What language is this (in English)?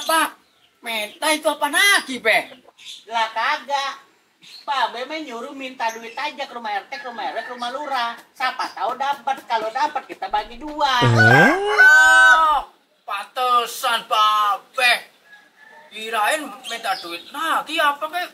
Betawi